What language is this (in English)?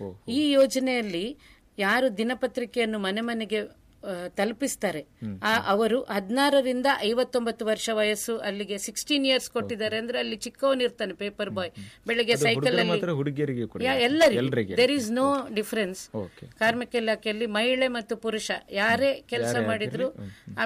Kannada